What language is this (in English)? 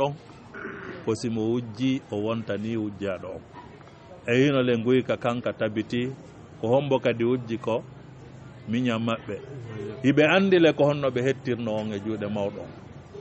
Fula